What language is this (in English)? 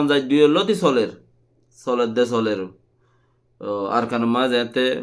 Rohingya